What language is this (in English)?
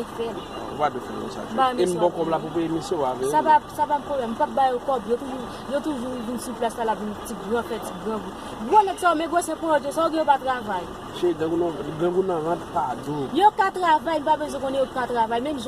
Haitian Creole